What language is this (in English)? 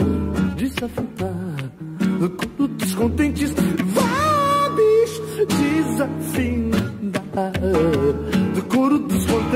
Portuguese